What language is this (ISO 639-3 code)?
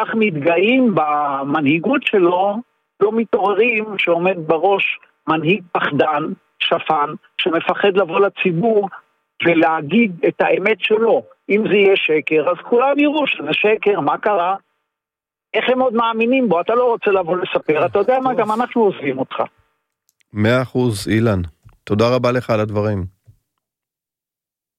heb